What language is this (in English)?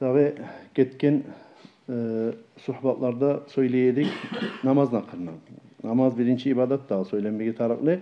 Kumyk